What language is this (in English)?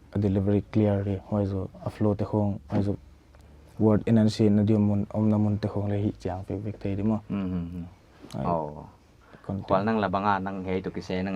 Paite Chin